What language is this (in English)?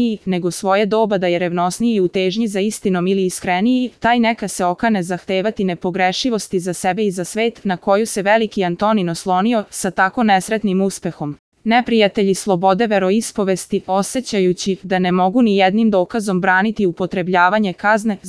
Serbian